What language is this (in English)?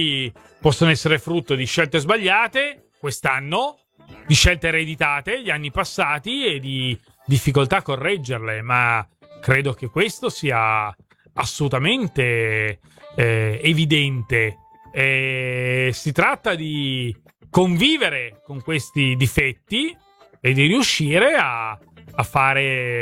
Italian